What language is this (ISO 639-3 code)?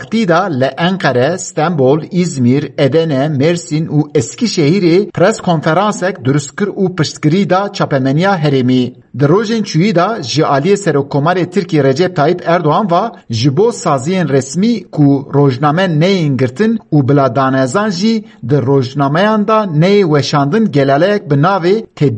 kur